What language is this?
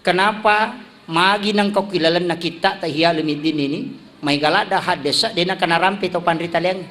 Buginese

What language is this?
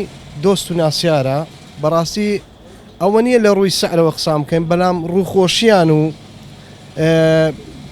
Central Kurdish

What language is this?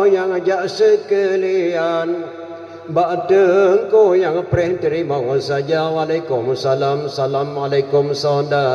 Achinese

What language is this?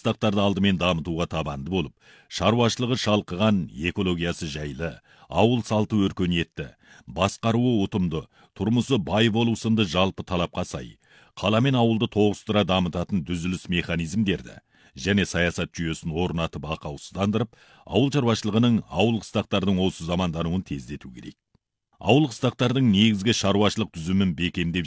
Kazakh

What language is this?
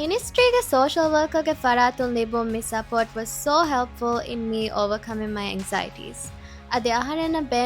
Divehi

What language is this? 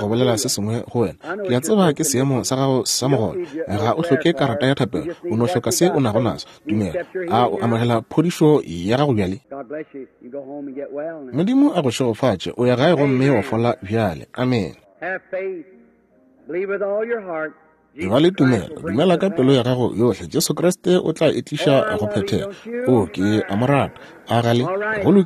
Northern Sotho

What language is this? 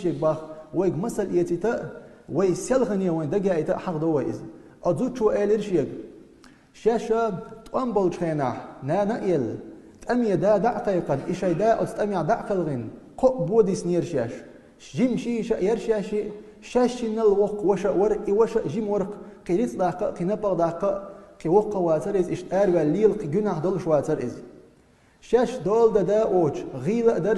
Chechen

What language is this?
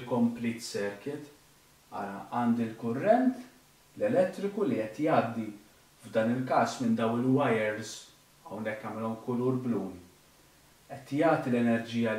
Maltese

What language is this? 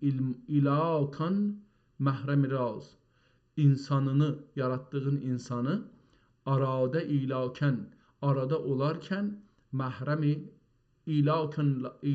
South Azerbaijani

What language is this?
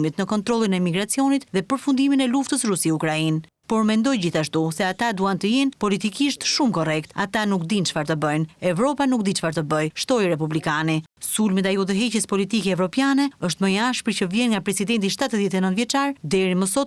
Albanian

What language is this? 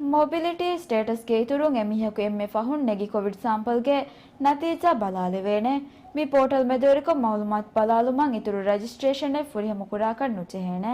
Divehi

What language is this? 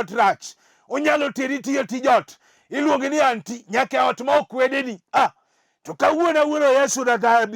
Luo (Kenya and Tanzania)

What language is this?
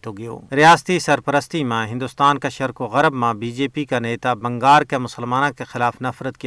Gujari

